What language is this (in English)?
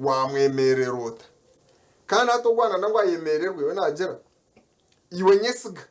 Nyankole